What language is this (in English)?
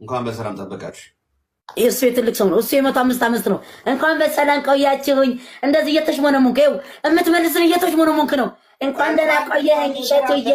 Amharic